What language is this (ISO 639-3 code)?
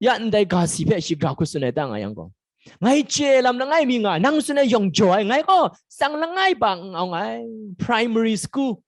kac